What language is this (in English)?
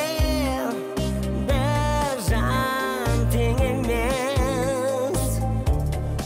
Kazakh